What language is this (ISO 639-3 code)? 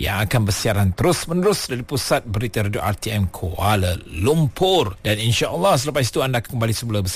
msa